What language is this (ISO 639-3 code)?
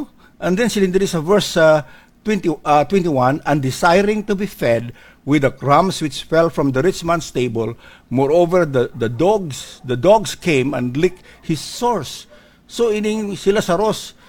hil